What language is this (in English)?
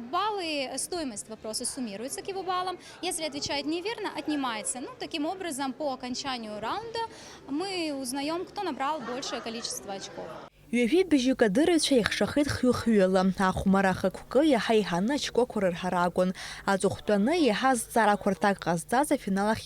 Abkhazian